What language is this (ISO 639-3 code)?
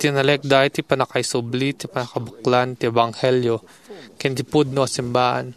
ilo